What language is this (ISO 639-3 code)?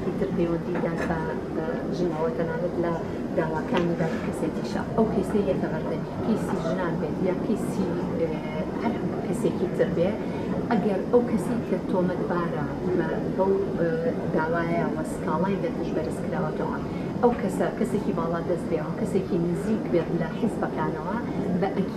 ckb